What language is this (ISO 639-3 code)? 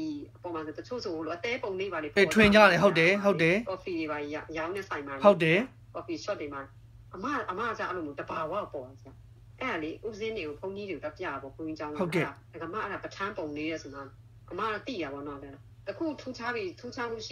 mya